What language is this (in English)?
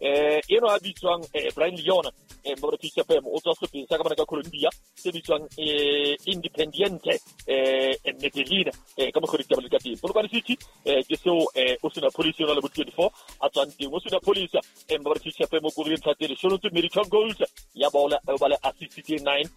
Southern Sotho